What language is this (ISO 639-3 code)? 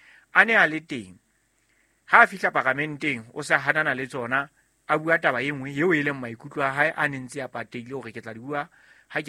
sot